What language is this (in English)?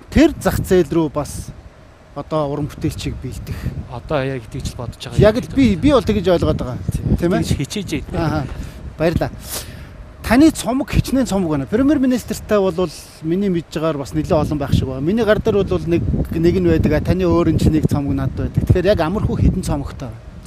Mongolian